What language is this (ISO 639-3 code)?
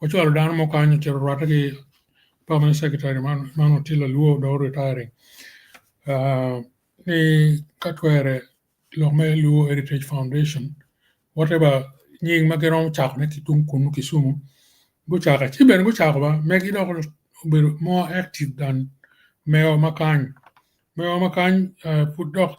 ach